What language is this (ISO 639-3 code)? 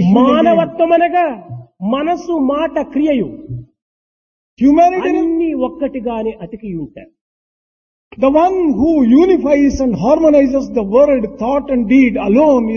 tel